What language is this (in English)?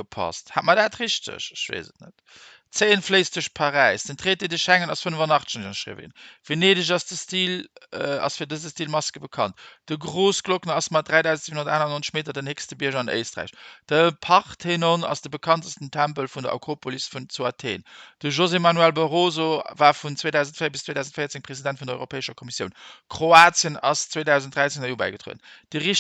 Luxembourgish